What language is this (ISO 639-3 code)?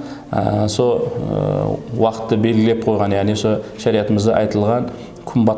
kaa